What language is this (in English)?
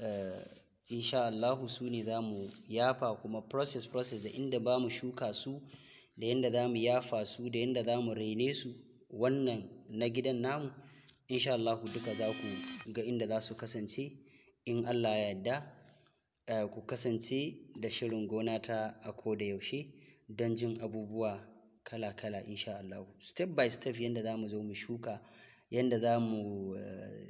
Hausa